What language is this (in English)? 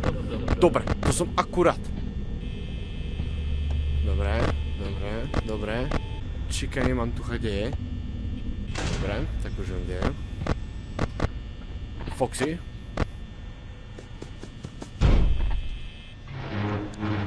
Slovak